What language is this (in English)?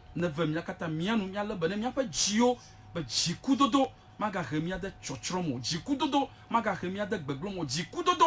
Ewe